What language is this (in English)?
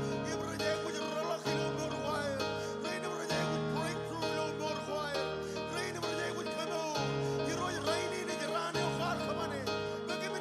Marshallese